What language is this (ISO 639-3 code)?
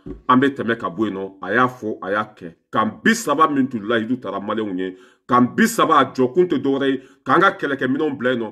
bam